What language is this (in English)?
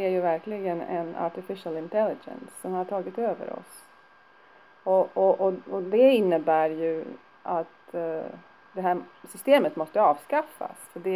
Swedish